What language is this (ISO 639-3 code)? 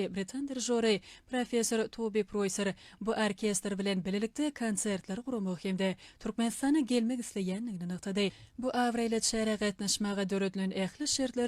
tuk